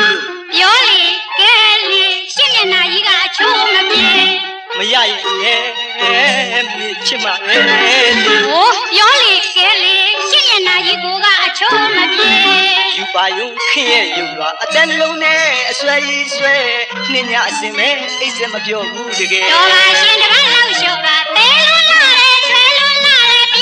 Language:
Burmese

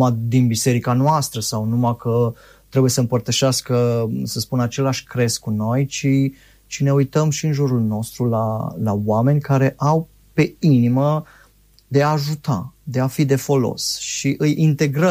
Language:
Romanian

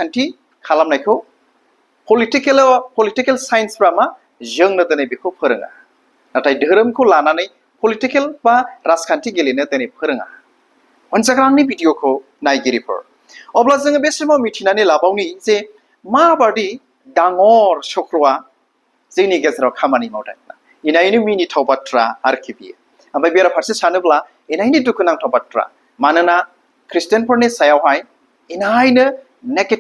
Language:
Bodo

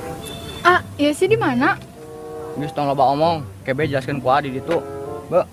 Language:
Sundanese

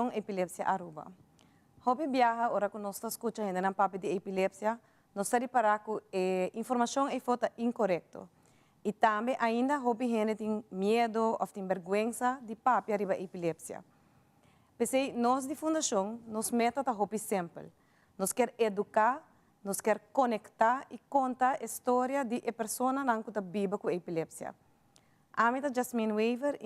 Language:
Papiamento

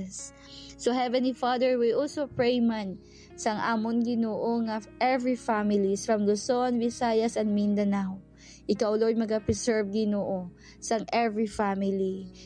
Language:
Hiligaynon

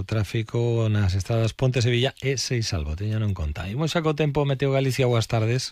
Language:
Galician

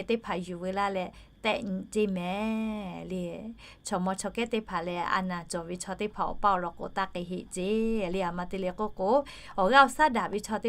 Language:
Lahu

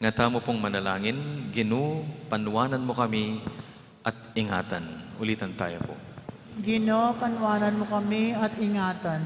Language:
Pampanga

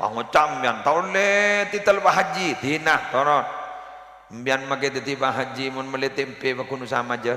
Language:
Madurese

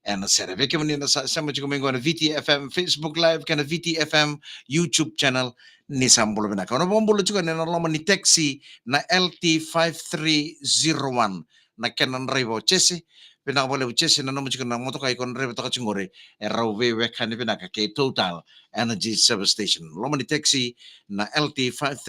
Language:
Fijian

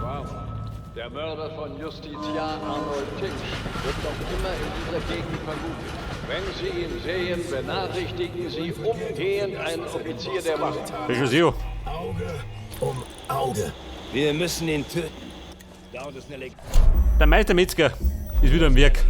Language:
Bavarian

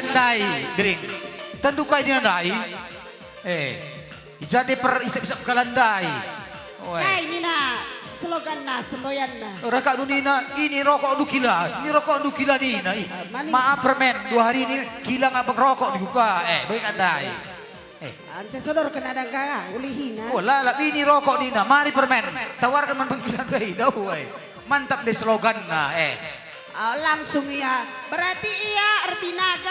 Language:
Batak Karo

